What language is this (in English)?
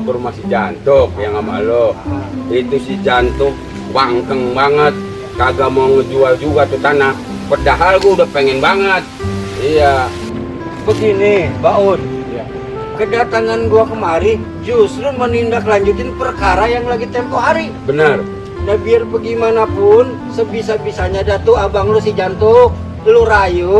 Betawi